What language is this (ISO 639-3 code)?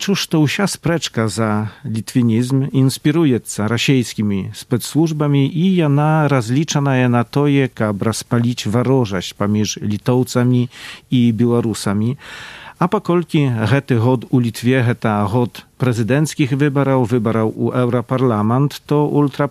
bel